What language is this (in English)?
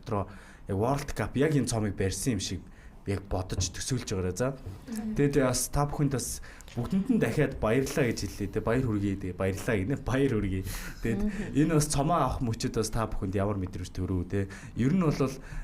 Mongolian